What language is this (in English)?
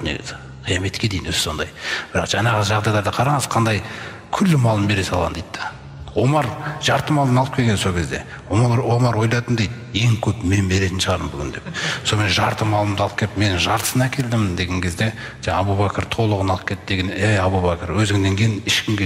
Kazakh